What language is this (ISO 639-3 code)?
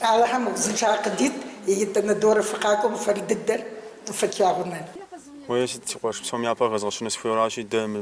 kbd